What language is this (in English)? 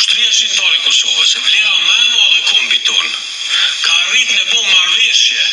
Albanian